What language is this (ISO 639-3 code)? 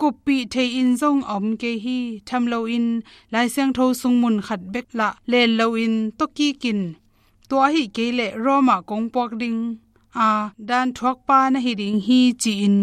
ctd